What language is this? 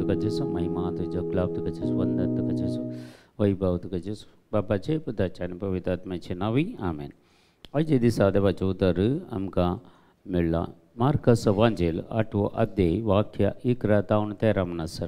Konkani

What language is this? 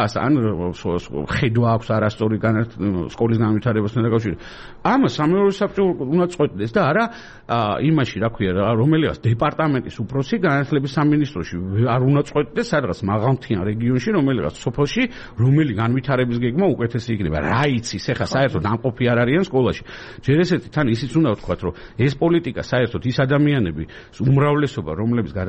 Georgian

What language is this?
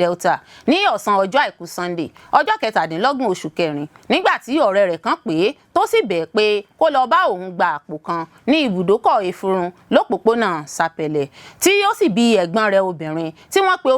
Yoruba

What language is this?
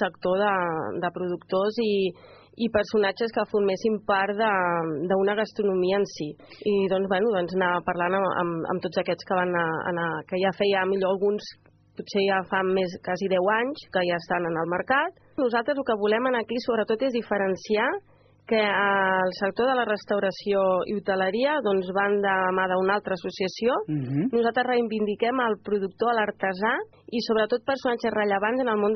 Catalan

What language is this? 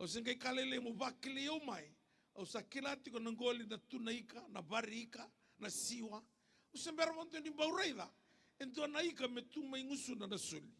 Fijian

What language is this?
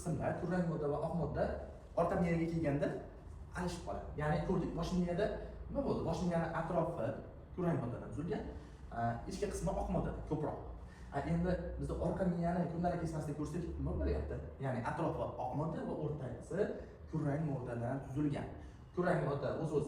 Uzbek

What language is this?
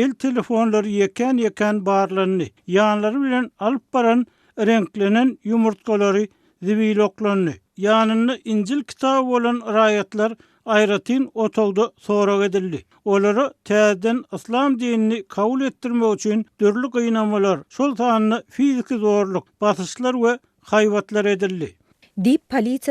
Turkmen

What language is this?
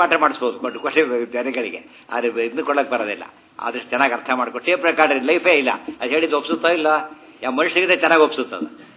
Kannada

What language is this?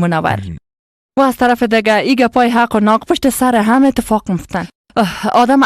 Persian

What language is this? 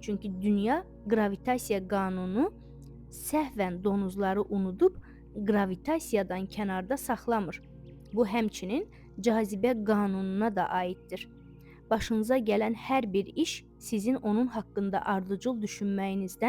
Azerbaijani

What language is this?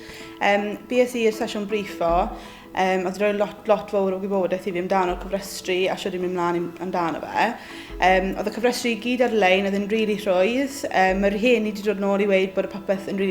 Welsh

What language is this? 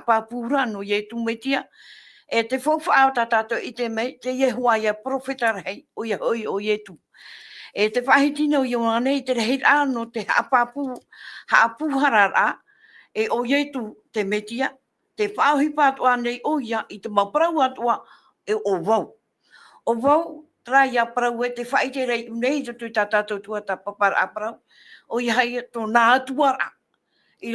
Tahitian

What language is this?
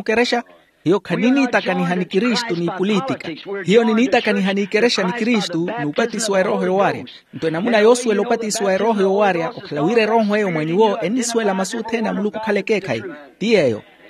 Makhuwa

